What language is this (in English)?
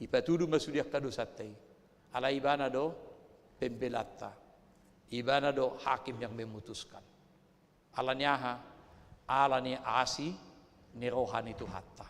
Batak Toba